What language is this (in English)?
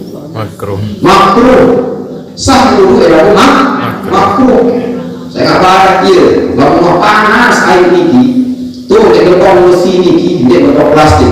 Sasak